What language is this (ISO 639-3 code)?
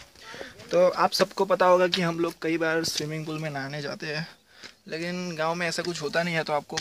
hin